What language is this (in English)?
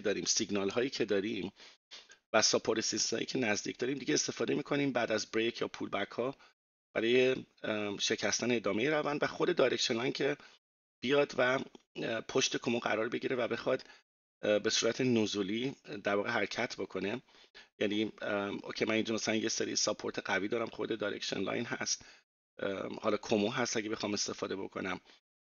Persian